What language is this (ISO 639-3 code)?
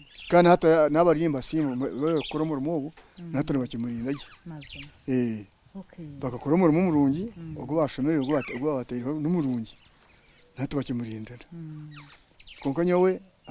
nyn